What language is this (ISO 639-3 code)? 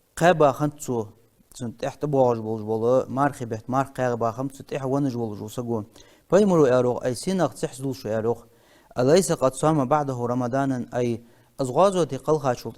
inh